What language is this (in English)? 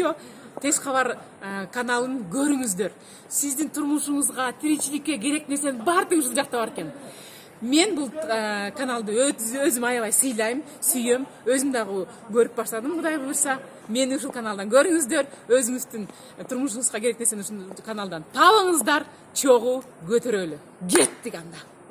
Kyrgyz